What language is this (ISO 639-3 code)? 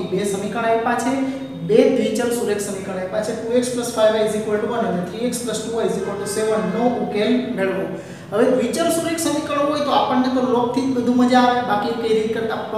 guj